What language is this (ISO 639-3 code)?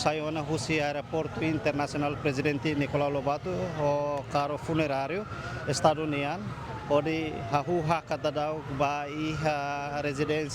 tet